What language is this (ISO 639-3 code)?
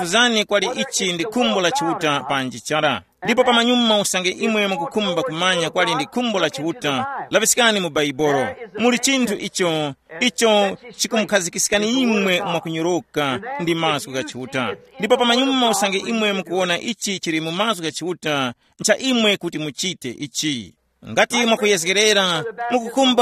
tum